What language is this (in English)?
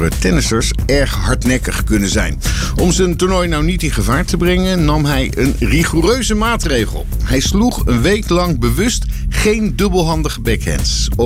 Dutch